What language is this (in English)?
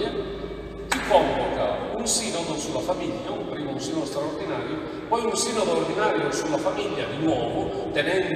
Italian